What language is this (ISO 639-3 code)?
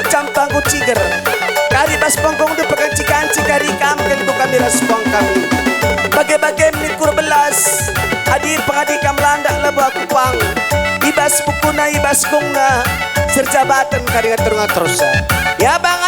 btx